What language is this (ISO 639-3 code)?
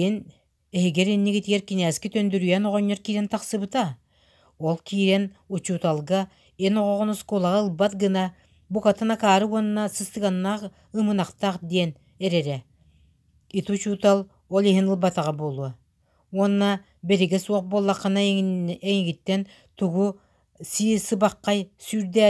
sah